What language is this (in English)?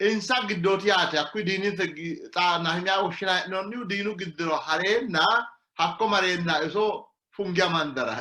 Sidamo